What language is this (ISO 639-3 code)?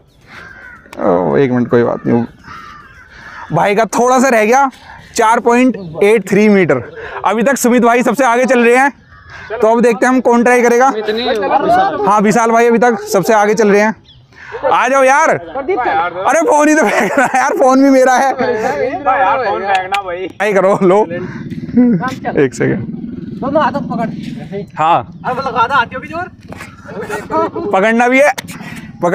hin